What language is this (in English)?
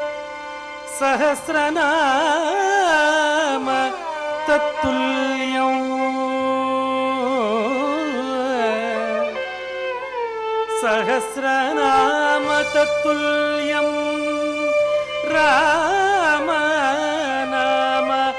Telugu